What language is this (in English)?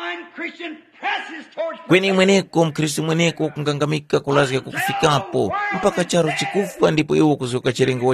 Tumbuka